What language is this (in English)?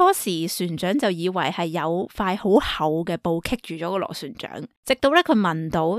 Cantonese